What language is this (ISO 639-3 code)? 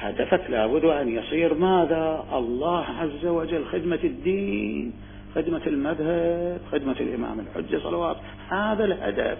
acm